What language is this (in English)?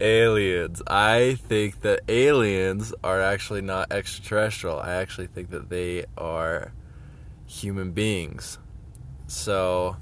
English